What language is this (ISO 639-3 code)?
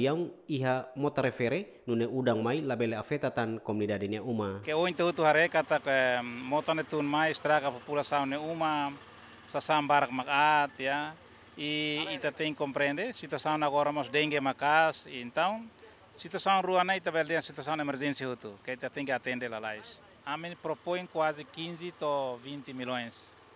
tet